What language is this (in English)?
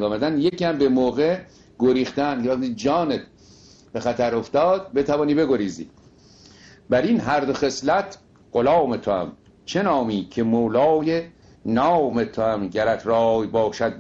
Persian